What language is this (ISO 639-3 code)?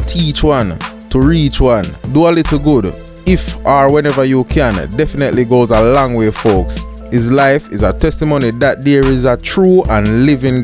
jam